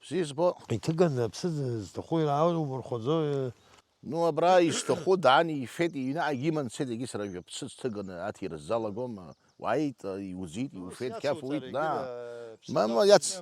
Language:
Abkhazian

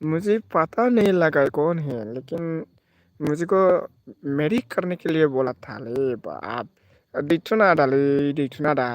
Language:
Bodo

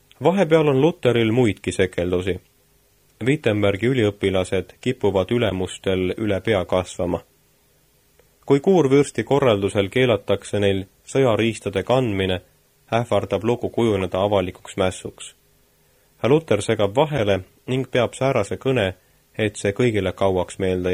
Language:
Estonian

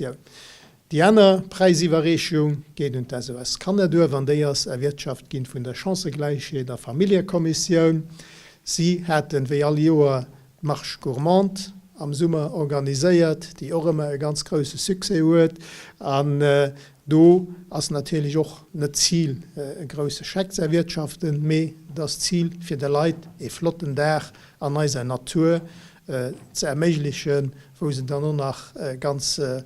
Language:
Luxembourgish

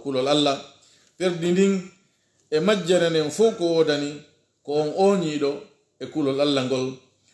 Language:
Pular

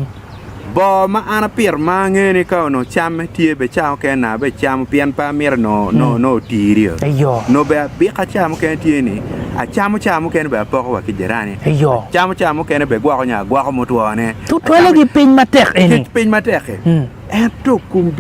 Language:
Acoli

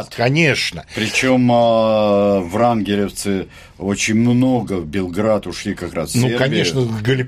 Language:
Russian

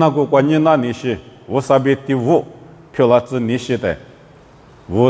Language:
Lisu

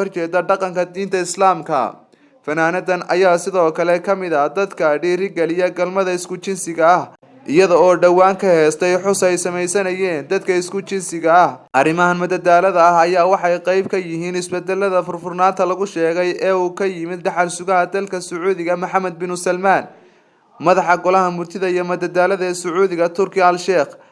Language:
Somali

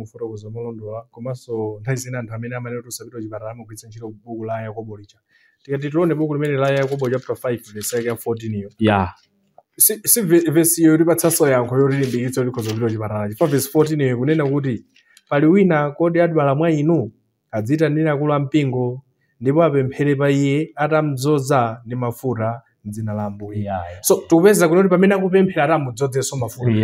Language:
Nyanja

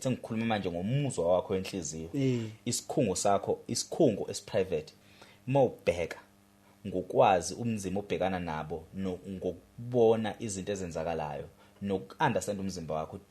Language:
Zulu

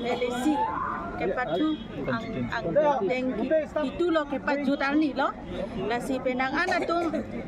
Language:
Karbi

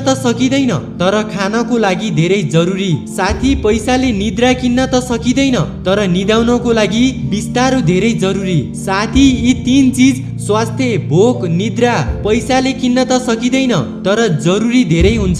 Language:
Nepali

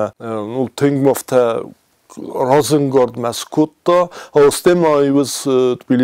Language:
Ossetic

